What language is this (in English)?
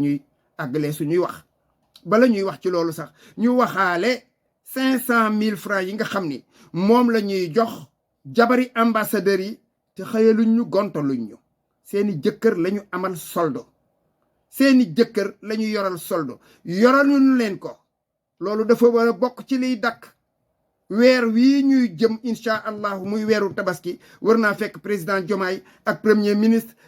Wolof